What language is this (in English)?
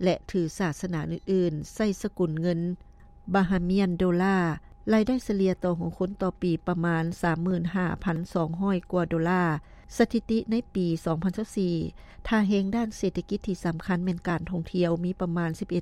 Lao